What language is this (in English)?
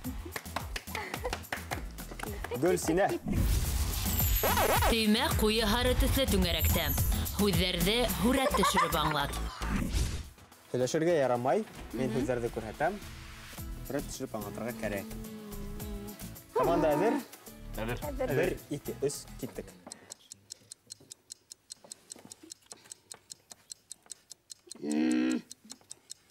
Bashkir